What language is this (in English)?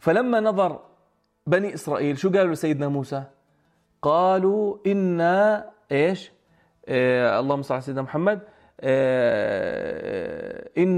North Levantine Arabic